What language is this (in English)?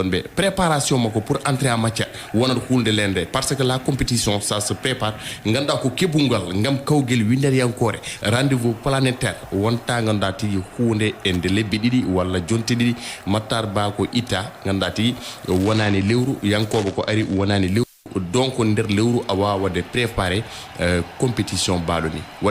Fula